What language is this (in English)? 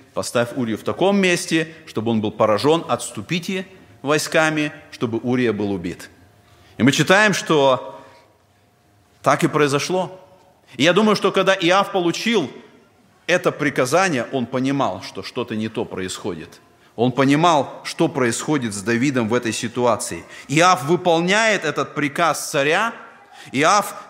Russian